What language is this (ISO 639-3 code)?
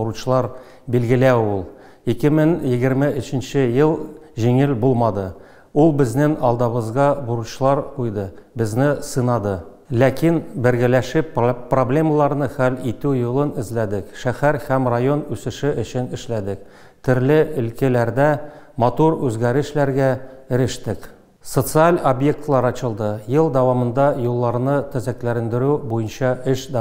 tat